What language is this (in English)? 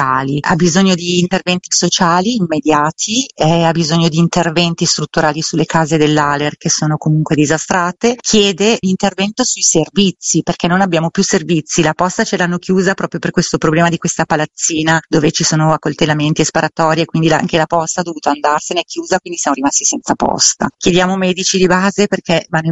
Italian